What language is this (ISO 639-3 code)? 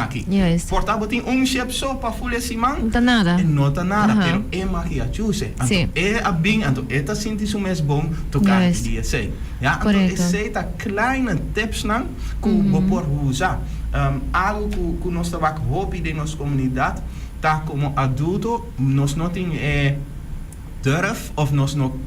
pap